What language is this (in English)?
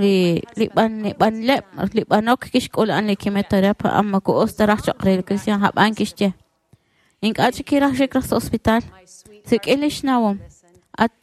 Kekchí